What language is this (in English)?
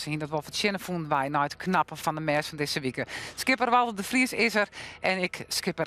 Western Frisian